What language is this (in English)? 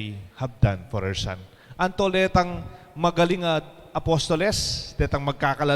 Pampanga